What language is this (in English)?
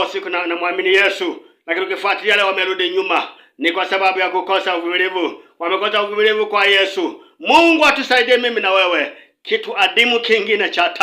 Swahili